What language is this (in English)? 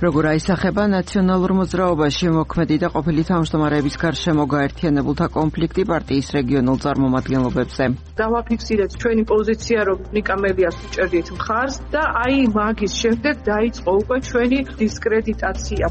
Georgian